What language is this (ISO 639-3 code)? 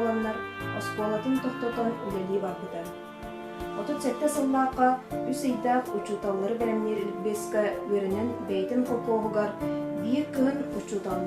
sah